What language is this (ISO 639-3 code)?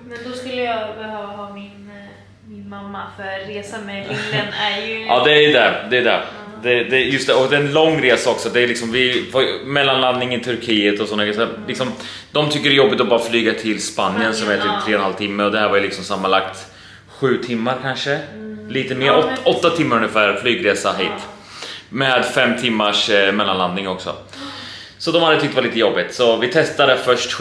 swe